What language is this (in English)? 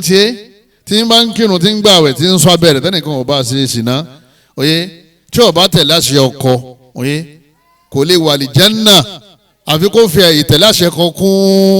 Yoruba